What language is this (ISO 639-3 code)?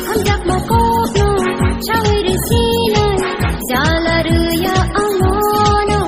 trp